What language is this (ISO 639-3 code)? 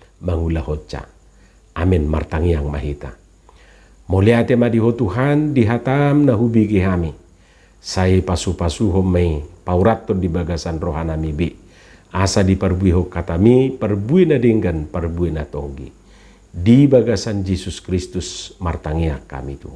bbc